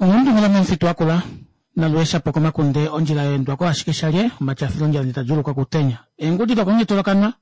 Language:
Kuanyama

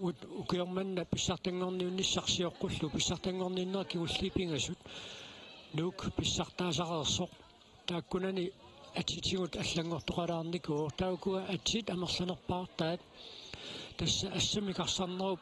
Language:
Kalaallisut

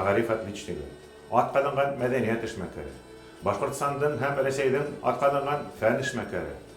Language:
Bashkir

